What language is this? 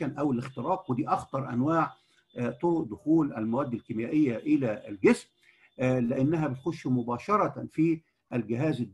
Egyptian Arabic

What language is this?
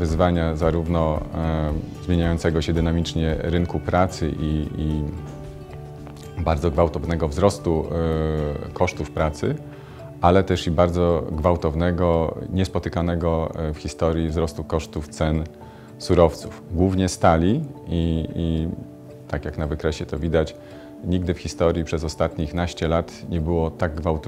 Polish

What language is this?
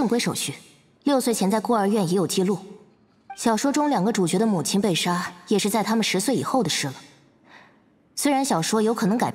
Chinese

